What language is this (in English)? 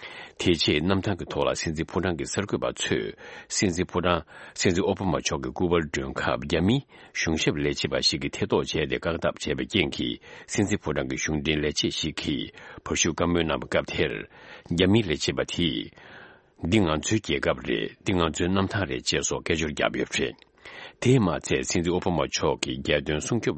Tibetan